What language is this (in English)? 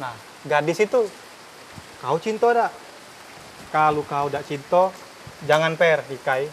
Musi